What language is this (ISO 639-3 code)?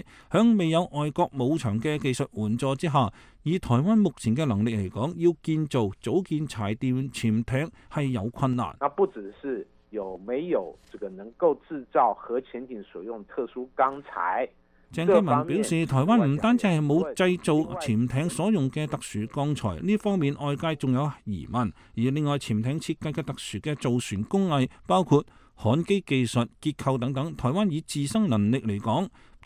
yue